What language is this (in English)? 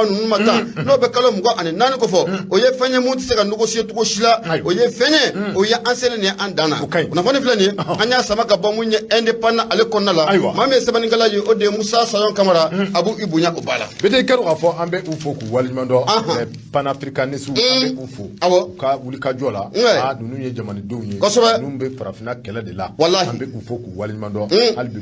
Bambara